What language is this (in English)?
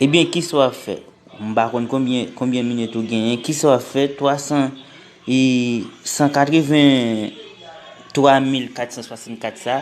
Haitian Creole